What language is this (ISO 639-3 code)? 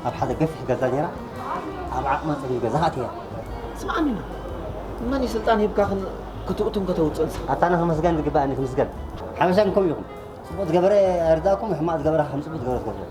tir